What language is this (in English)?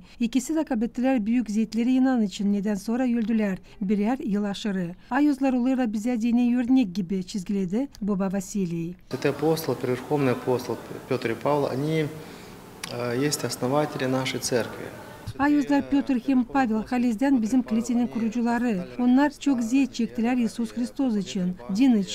Gagauz